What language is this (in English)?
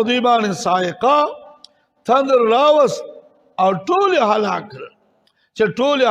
Pashto